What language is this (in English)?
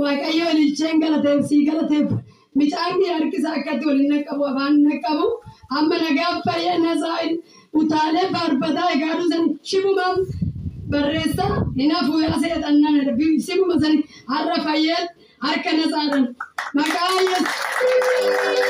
Oromo